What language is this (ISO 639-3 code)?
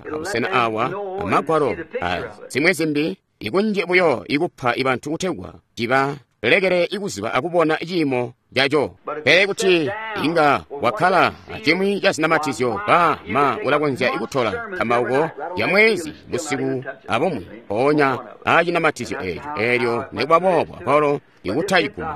toi